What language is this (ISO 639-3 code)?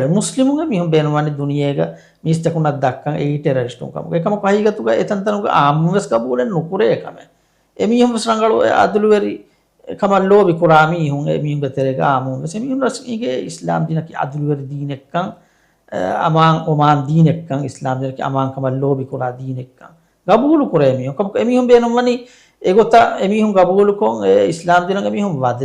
div